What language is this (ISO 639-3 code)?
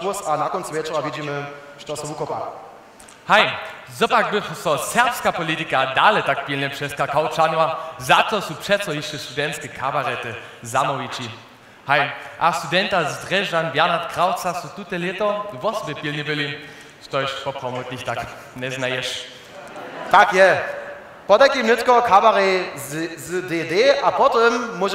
hsb